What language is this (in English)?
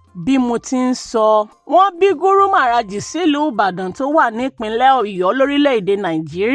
Yoruba